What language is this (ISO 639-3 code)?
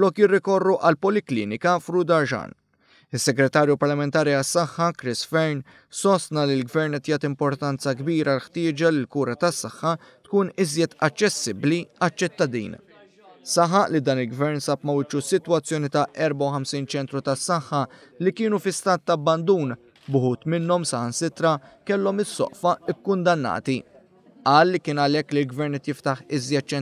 mlt